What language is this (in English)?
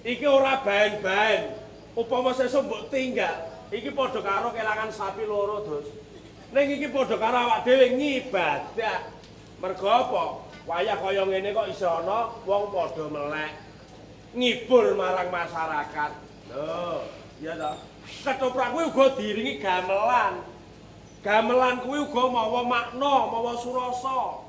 Javanese